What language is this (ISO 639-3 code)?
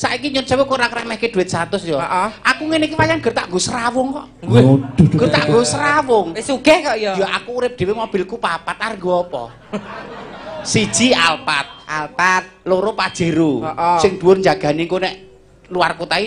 jav